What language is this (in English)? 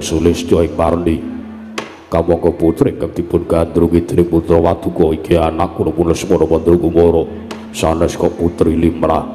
Javanese